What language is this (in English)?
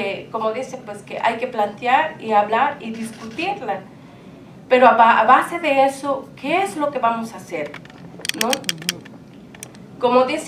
Spanish